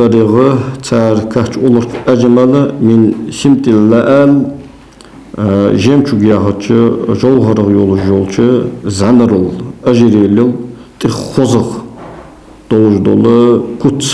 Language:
Ingush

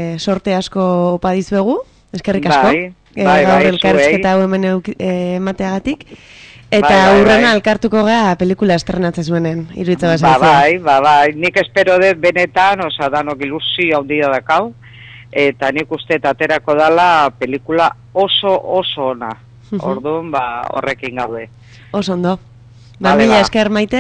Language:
Basque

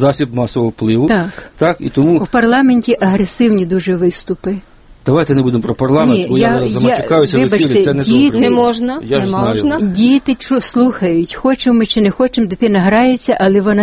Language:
Ukrainian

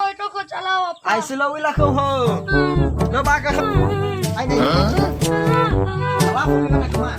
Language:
Nias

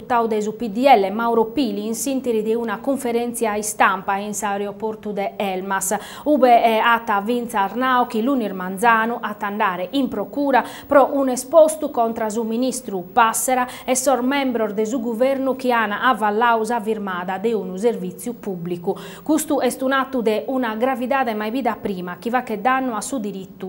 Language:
Sardinian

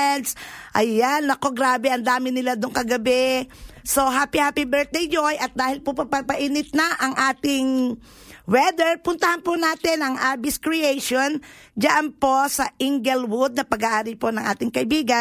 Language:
Filipino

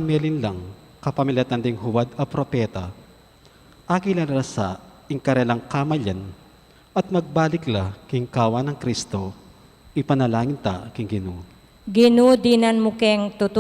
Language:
Pampanga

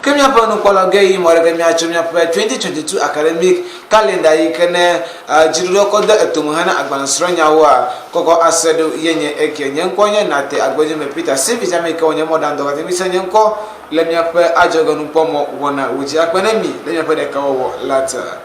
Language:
Ewe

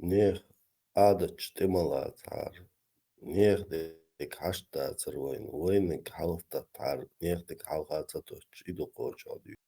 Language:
Chechen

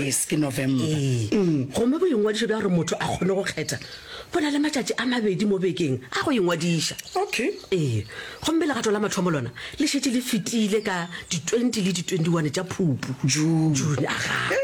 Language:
Northern Sotho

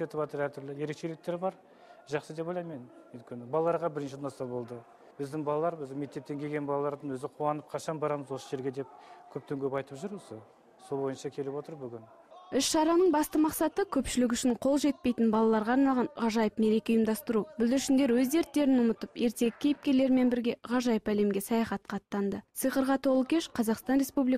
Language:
Kazakh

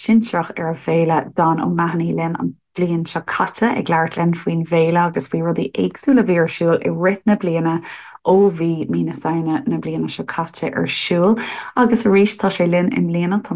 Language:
Irish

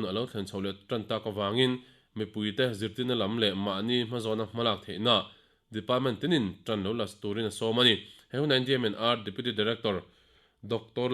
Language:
Mizo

